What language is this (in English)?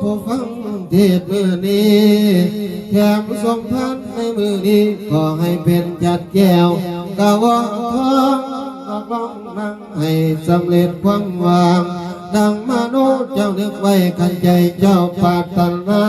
Northeastern Thai